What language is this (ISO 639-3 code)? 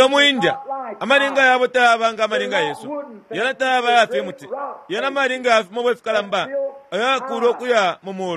bem